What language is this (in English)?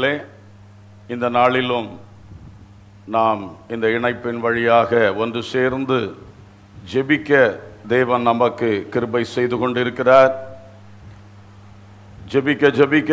Tamil